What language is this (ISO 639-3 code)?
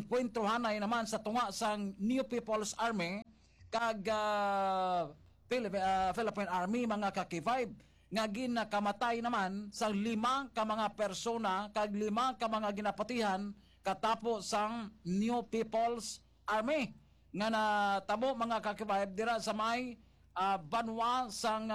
hil